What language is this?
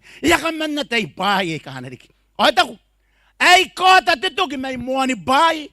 Gilbertese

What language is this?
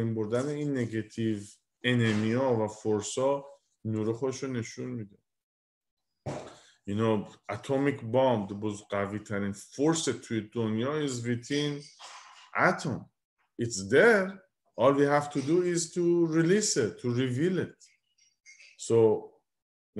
Persian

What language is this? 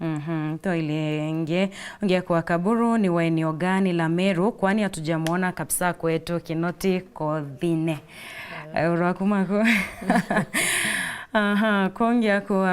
Meru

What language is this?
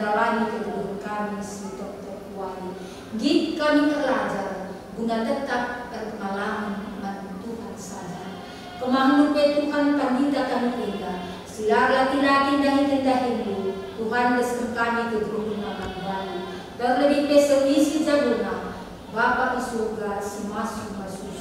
Batak Karo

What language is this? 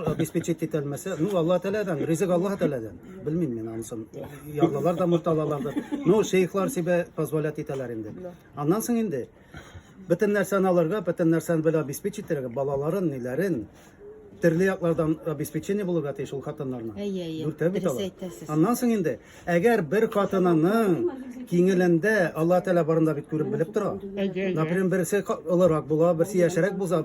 Tatar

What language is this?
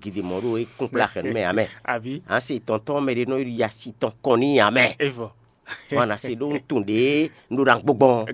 Fon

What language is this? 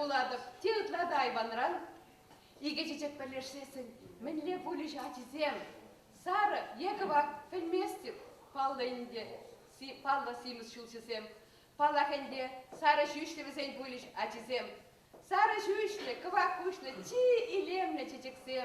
Chuvash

